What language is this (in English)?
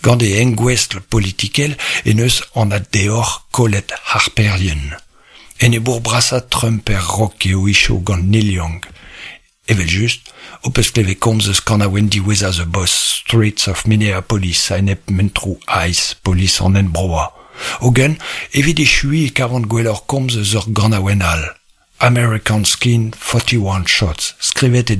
Breton